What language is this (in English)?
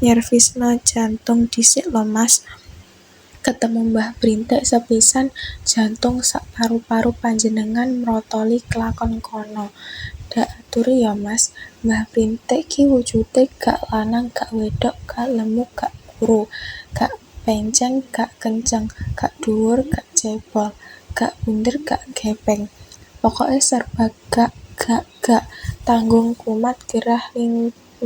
Javanese